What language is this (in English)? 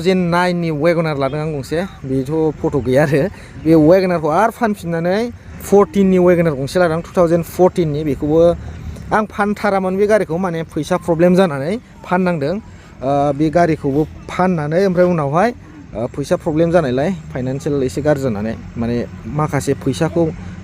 Bodo